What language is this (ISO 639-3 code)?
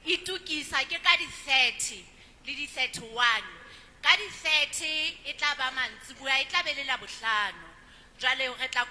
sot